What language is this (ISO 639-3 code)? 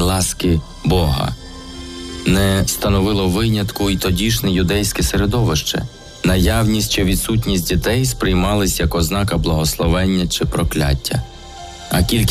ukr